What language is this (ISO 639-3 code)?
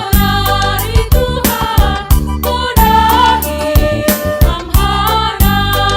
bts